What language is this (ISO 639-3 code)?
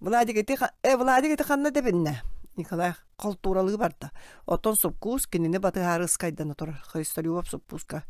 sah